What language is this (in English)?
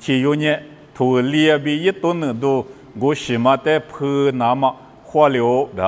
Lisu